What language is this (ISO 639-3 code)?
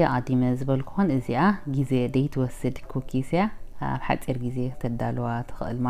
tir